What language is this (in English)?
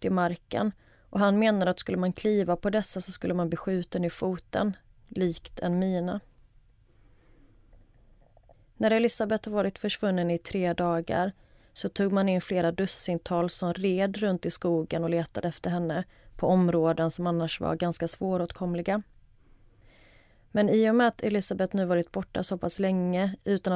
Swedish